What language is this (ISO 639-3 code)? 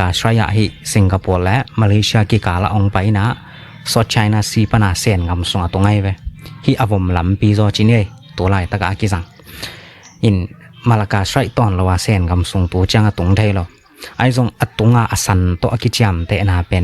ctd